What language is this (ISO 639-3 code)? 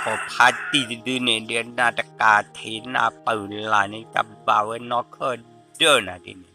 ksw